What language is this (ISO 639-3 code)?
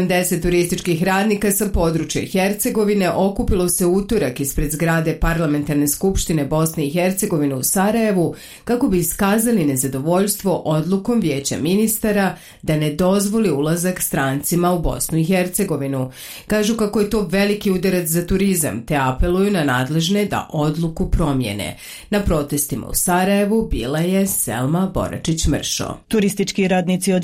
bos